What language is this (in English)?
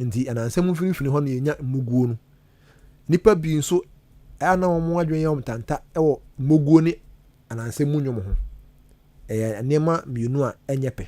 Akan